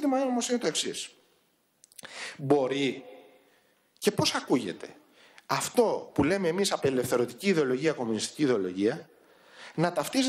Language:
Greek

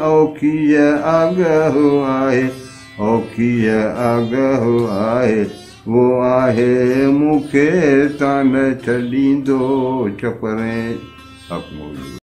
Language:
Sindhi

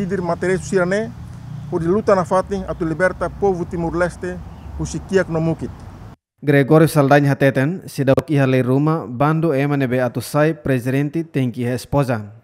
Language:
Tetum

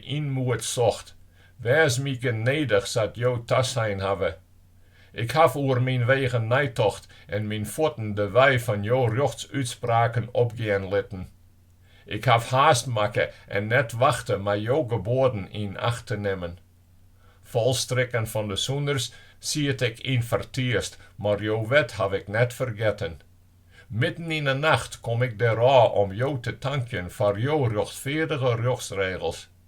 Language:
Western Frisian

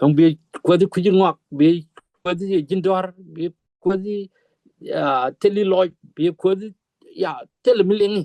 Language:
Nuer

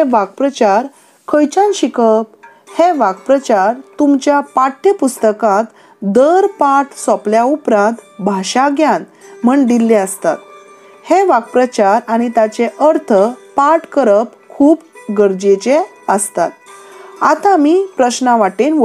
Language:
Konkani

